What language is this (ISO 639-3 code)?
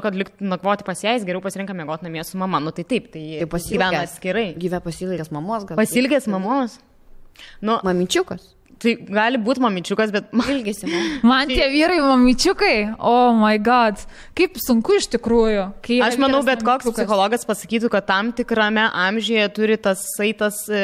lit